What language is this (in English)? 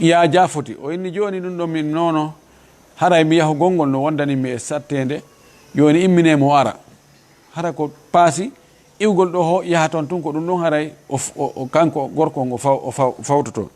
Fula